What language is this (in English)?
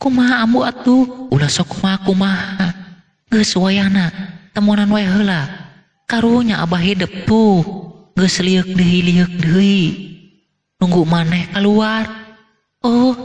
Sundanese